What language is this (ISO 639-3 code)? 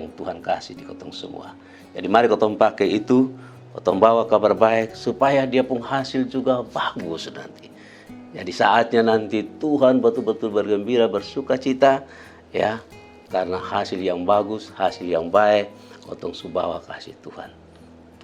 mkn